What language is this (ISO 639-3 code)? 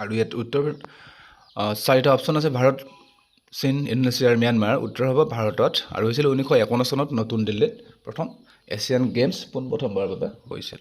asm